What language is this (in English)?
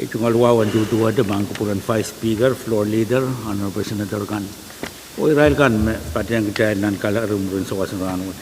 Pohnpeian